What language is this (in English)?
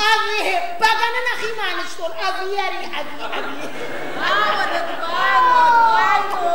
Ossetic